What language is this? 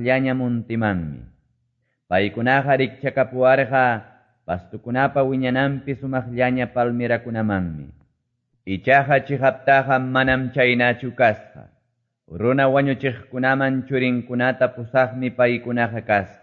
Quechua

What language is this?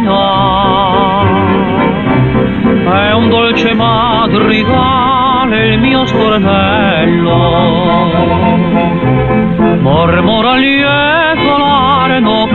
Italian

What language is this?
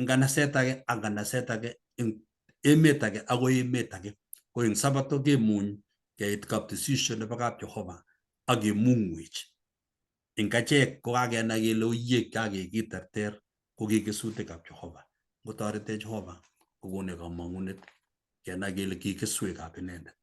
Kalenjin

